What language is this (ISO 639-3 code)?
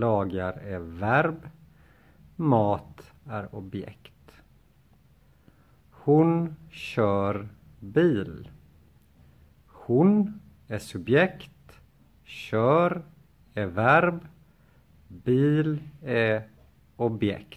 swe